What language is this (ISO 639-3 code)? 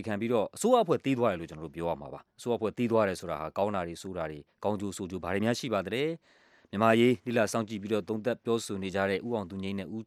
mya